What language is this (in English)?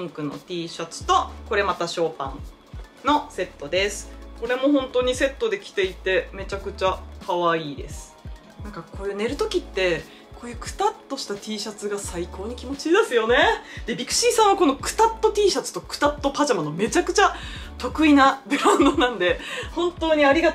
Japanese